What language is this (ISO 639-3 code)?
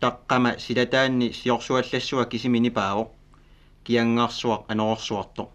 kal